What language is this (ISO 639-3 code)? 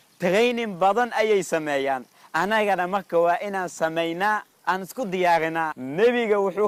som